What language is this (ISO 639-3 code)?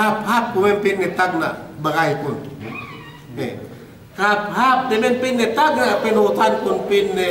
yka